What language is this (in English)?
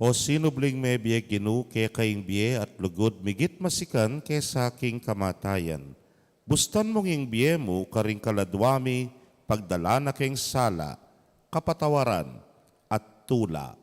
Pampanga